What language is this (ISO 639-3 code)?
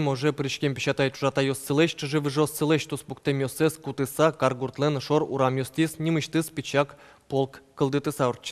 udm